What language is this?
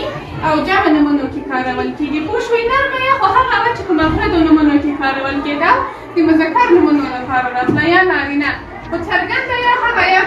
Pashto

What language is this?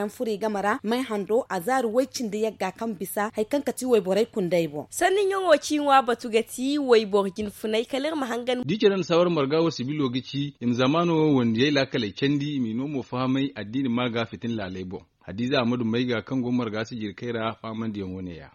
Zarma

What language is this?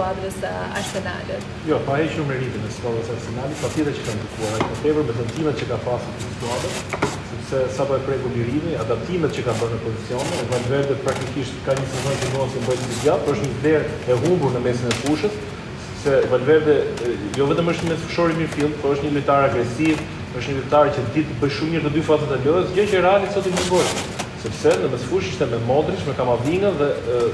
Albanian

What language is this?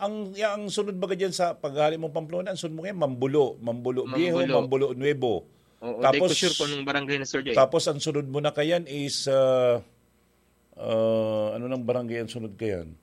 Bikol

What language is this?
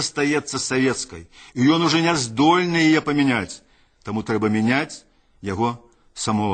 Belarusian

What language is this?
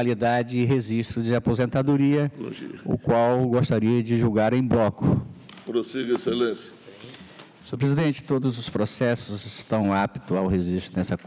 Portuguese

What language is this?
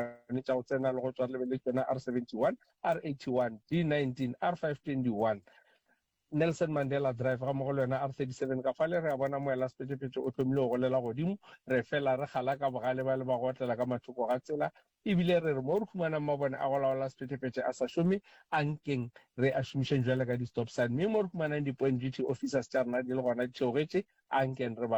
Northern Sotho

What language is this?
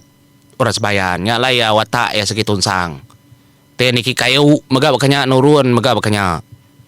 Iban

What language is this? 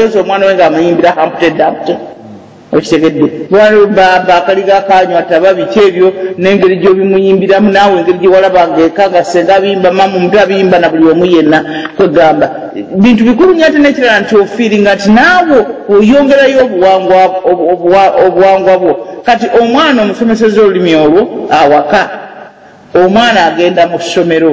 Ganda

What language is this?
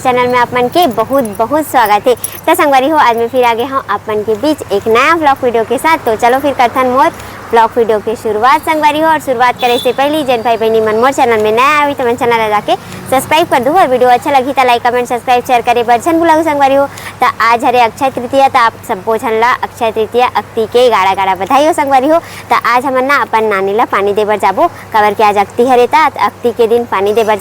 Chhattisgarhi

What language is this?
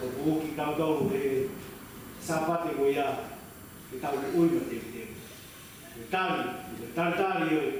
Tongan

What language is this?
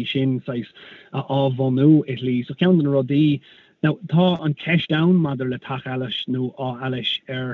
Irish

